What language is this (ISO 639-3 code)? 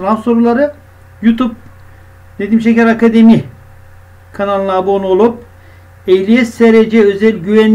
tur